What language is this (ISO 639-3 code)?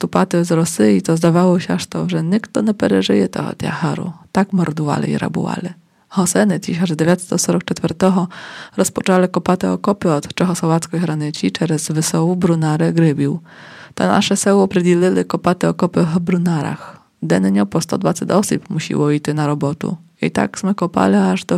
rue